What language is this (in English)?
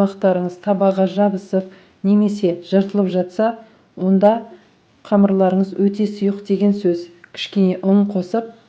Kazakh